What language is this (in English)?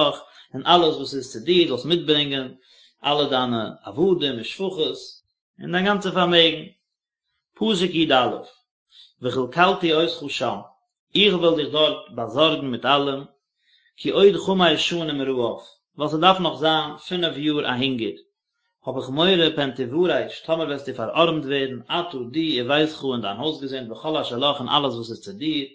Yiddish